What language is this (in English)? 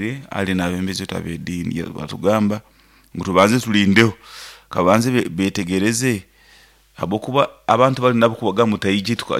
Nyoro